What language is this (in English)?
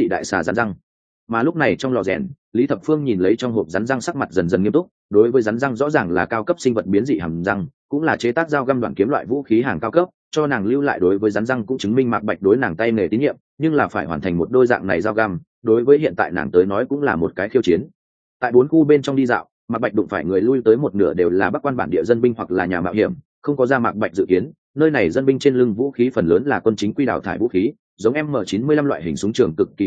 Vietnamese